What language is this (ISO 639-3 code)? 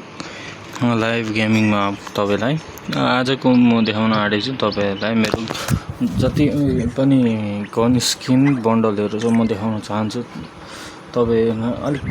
nep